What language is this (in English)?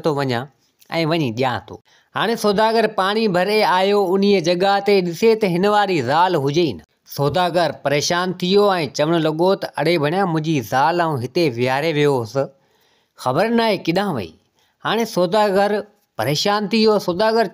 Sindhi